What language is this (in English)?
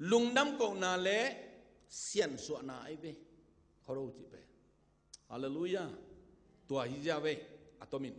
Tedim Chin